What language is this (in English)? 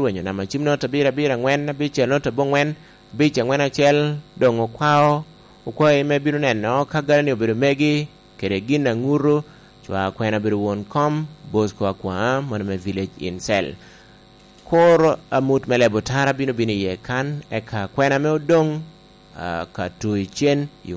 Lango (Uganda)